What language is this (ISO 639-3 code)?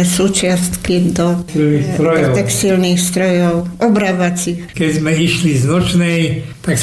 slk